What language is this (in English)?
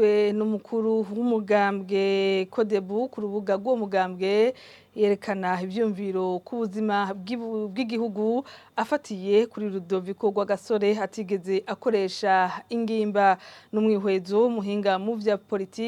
Rundi